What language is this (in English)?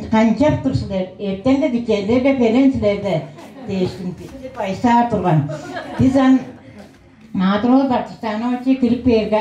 Tuvinian